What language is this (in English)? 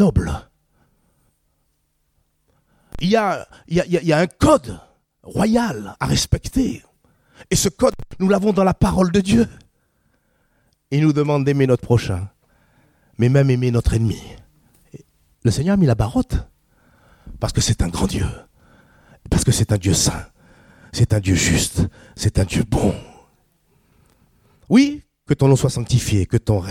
French